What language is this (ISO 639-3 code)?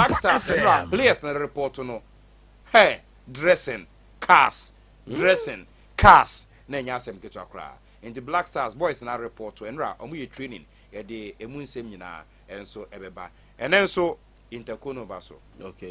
aka